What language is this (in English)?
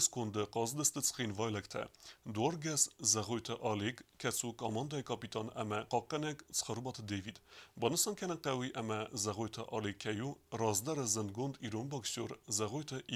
Ossetic